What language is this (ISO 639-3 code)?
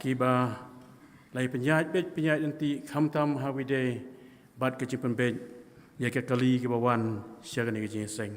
kha